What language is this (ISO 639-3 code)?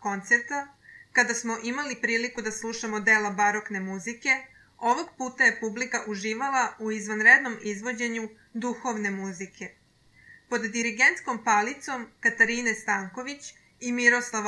srp